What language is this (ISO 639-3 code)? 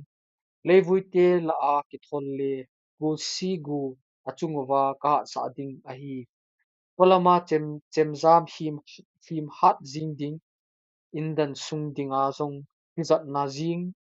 tcz